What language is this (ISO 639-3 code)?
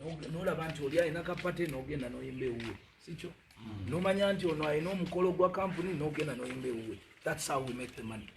lug